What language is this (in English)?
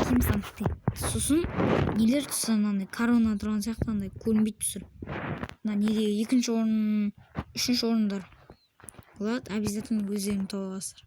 Kazakh